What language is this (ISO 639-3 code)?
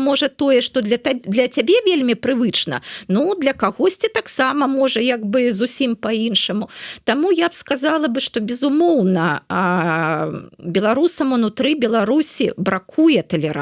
bel